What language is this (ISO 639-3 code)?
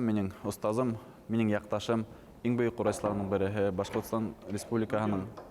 bak